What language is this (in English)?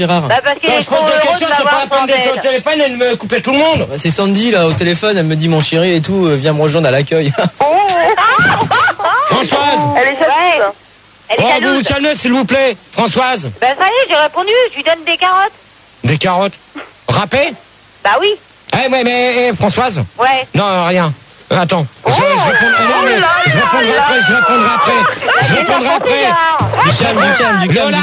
French